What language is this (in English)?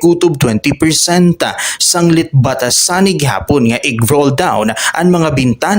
Waray